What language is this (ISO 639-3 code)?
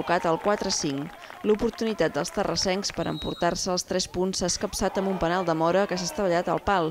cat